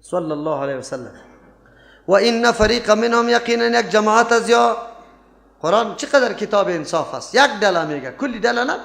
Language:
Persian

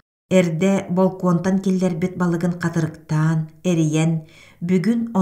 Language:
Yakut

